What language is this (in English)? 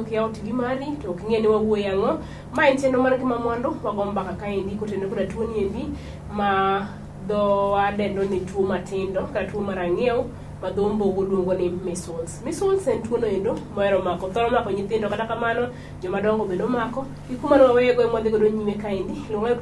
Luo (Kenya and Tanzania)